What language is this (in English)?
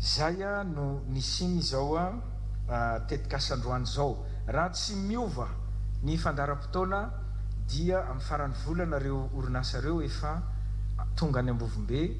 Malagasy